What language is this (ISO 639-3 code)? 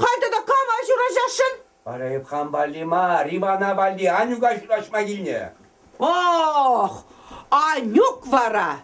chv